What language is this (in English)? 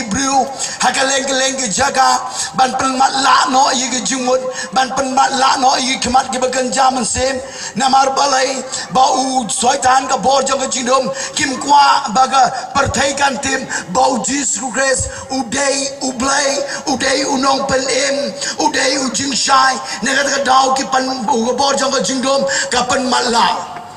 Khasi